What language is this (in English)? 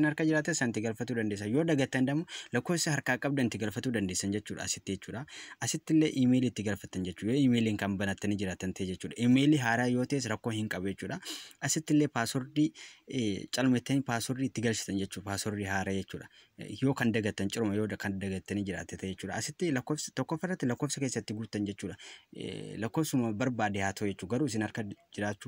Oromo